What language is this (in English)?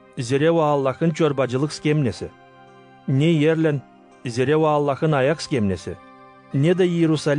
Gagauz